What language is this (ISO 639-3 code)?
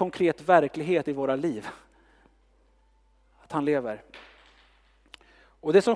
swe